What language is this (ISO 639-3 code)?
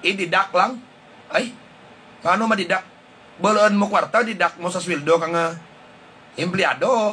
hil